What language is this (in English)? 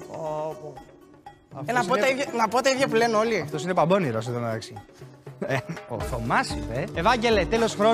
Greek